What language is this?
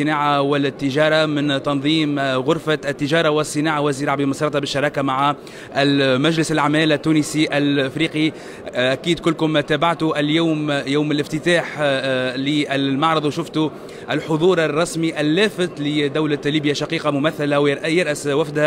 Tunisian Arabic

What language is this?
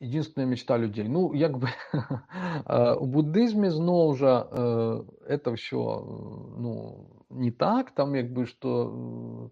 Belarusian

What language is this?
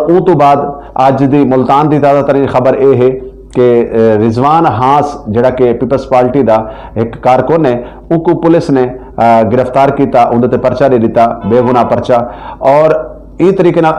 Saraiki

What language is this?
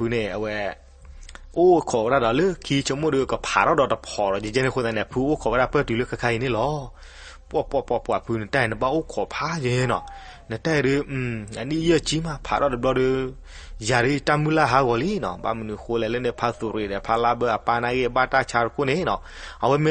S'gaw Karen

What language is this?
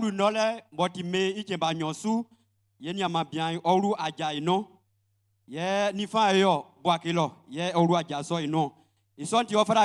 Baoulé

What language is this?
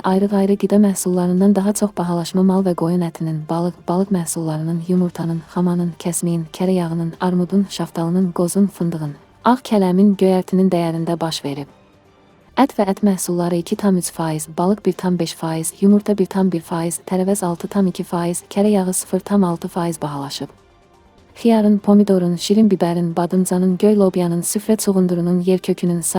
Azerbaijani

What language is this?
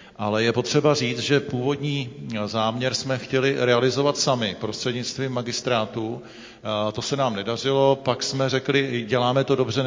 Czech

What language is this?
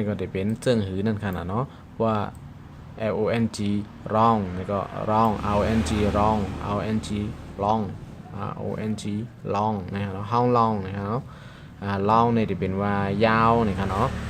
Shan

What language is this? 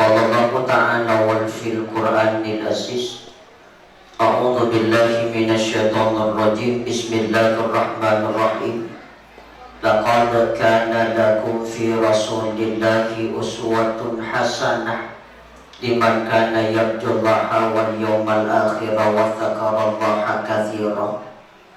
Buginese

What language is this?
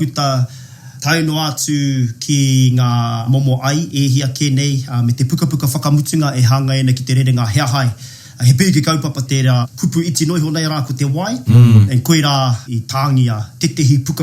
Māori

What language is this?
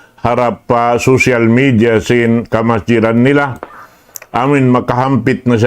Tausug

